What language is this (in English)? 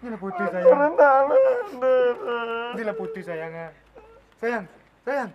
Minangkabau